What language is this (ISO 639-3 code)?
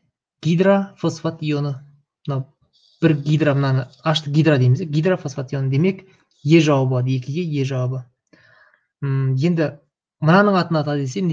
kaz